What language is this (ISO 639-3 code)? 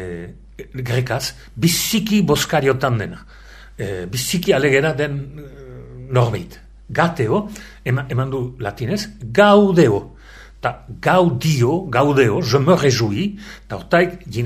eus